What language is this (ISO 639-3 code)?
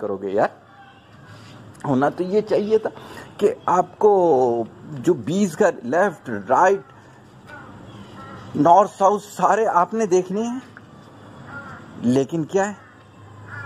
urd